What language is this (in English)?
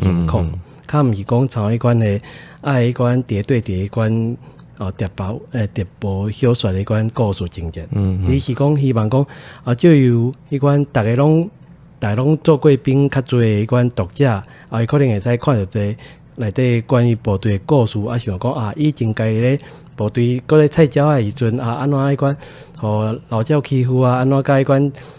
Min Nan Chinese